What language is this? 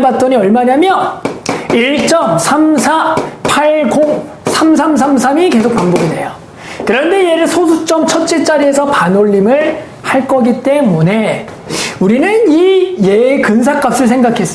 Korean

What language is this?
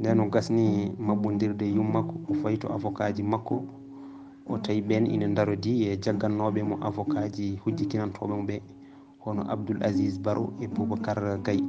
Fula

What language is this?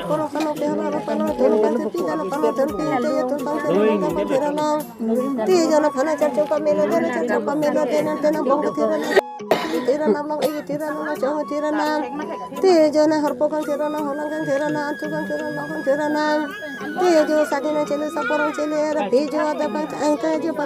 Karbi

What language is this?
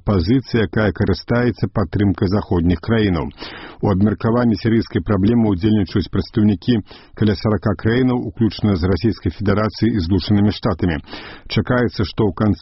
Belarusian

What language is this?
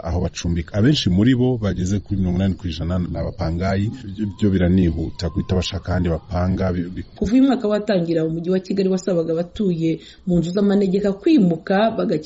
Kinyarwanda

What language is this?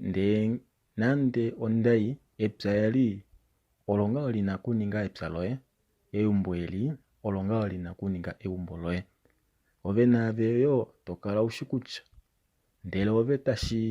Kuanyama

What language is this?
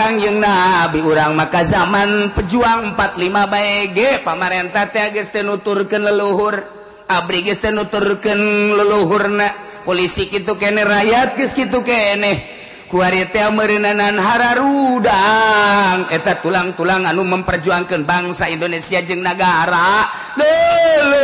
Sundanese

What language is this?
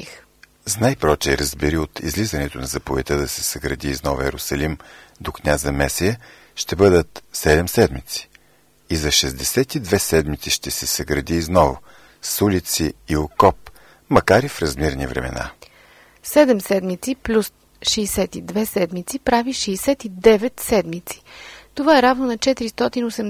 Bulgarian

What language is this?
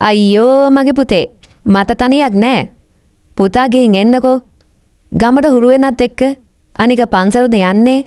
Sinhala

